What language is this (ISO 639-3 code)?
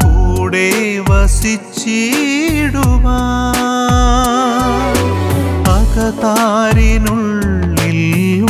mal